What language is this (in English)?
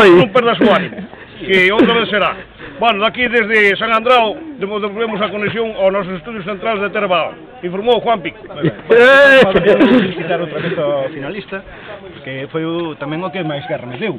Galician